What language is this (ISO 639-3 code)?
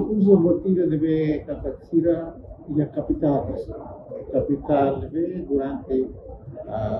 tet